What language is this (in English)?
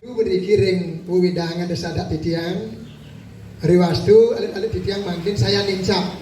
Balinese